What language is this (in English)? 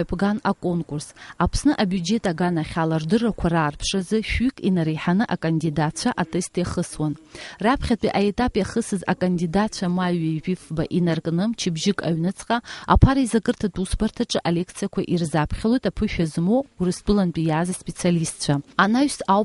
Abkhazian